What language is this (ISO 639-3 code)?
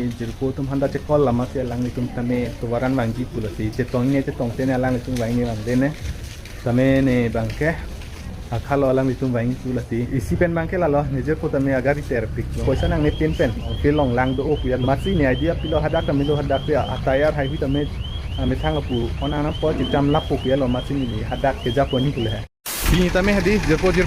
mjw